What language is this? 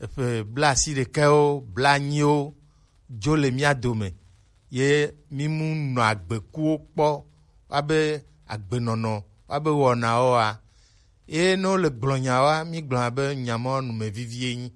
Gen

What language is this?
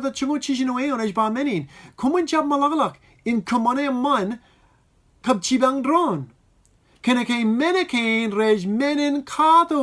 Marshallese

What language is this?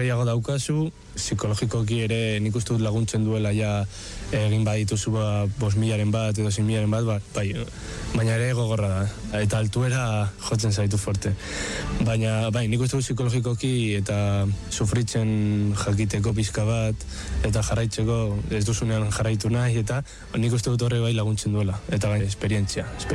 Basque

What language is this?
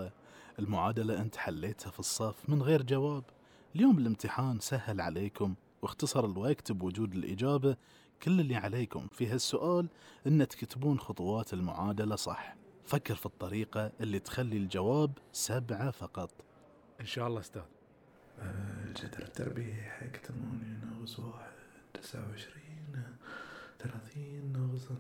Gulf Arabic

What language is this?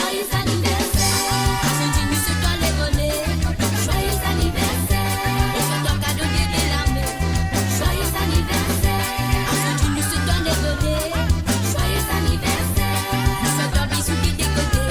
Morisyen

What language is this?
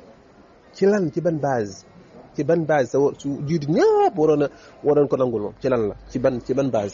Wolof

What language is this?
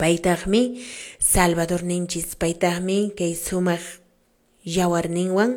Quechua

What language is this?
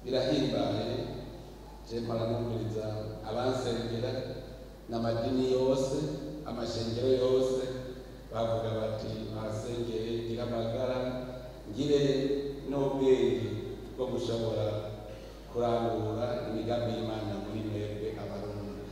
Rundi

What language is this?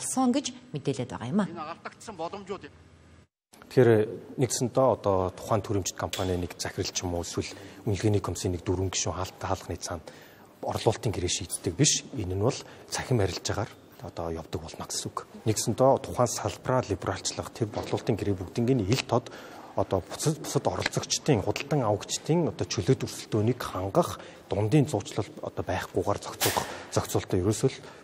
Mongolian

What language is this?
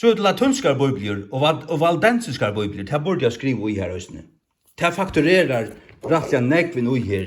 Faroese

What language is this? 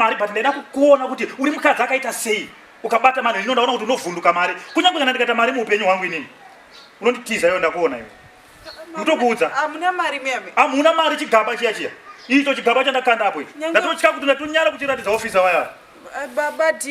Shona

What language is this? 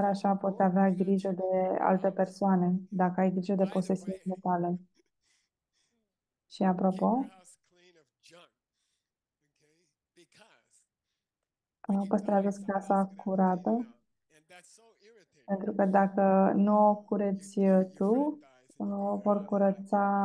Romanian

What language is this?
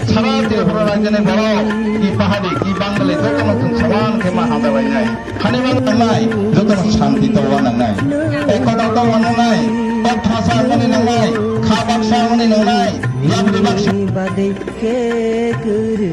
Kok Borok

